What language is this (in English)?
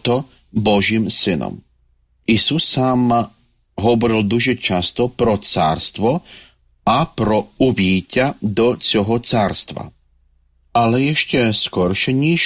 Ukrainian